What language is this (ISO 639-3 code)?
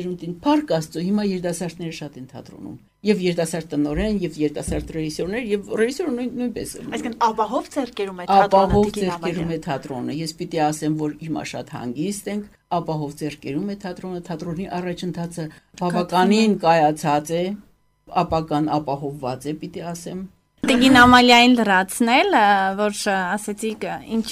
hye